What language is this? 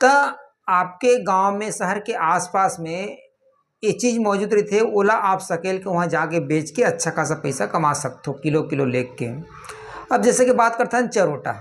Chhattisgarhi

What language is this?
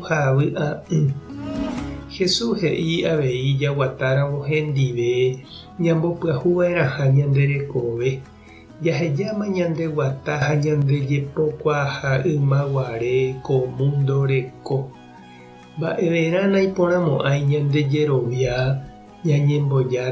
Guarani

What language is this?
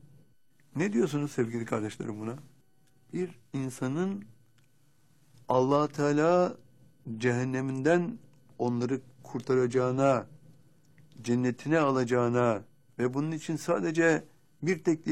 Turkish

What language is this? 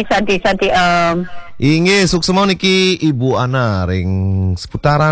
Balinese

